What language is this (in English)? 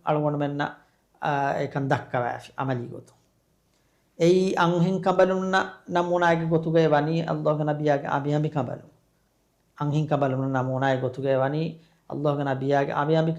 Divehi